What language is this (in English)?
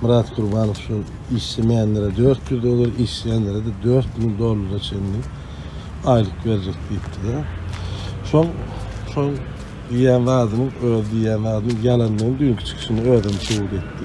Turkmen